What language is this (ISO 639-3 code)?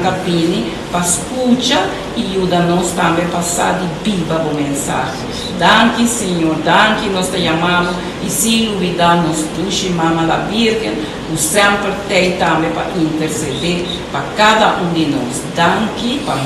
pap